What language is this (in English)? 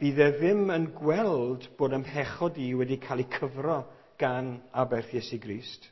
Welsh